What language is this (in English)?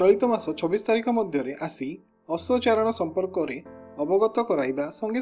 Odia